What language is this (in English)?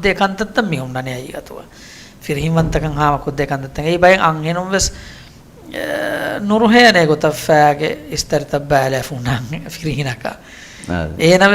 Divehi